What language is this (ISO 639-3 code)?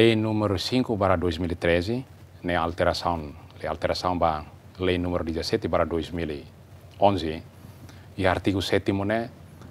tet